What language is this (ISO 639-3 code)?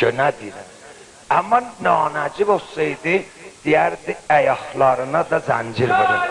azb